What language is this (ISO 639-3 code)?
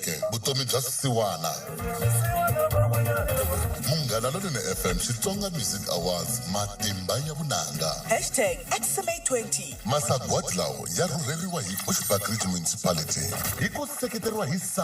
tso